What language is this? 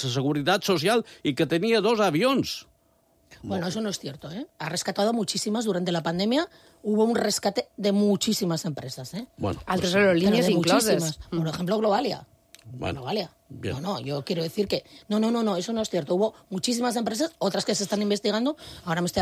Catalan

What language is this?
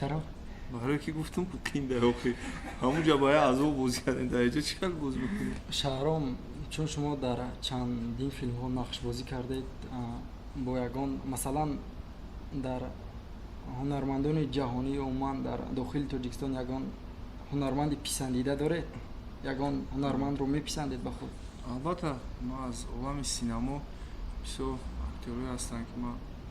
Tajik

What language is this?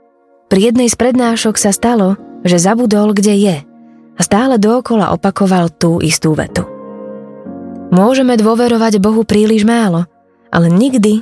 Slovak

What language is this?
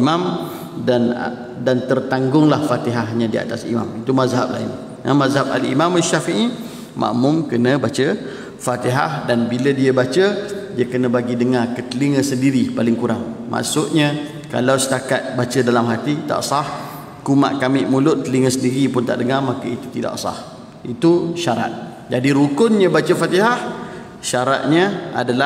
Malay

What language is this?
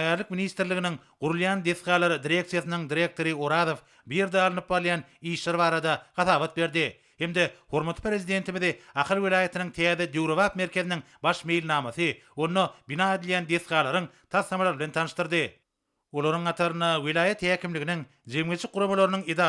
Turkmen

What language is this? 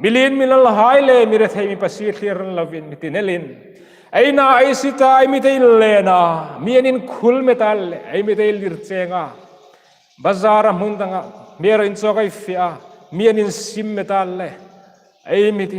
Hmar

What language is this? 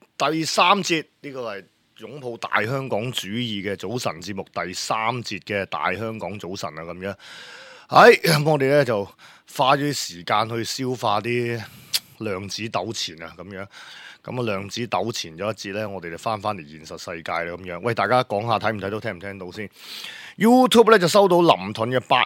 Cantonese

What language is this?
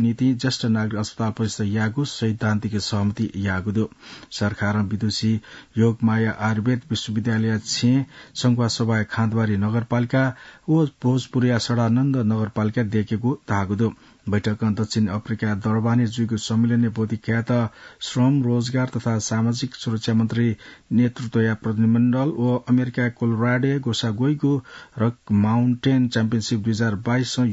Newari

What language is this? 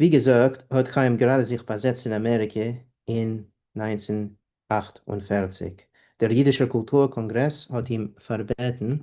Yiddish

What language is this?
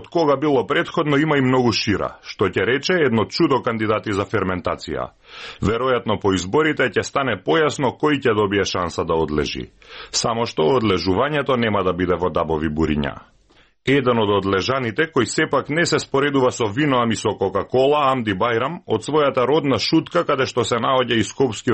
Macedonian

